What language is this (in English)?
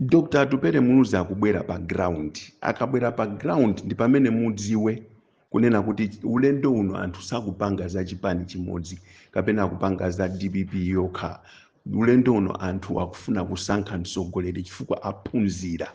Nyanja